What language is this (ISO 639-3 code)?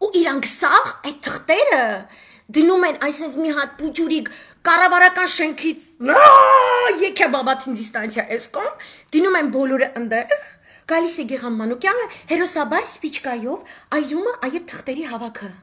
hye